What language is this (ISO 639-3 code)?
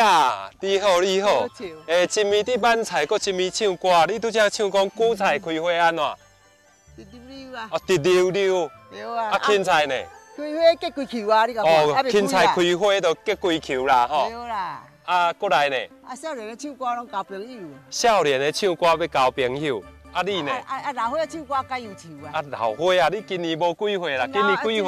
nan